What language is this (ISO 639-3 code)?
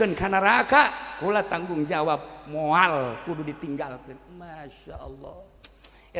sun